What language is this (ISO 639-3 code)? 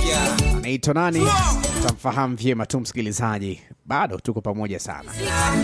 swa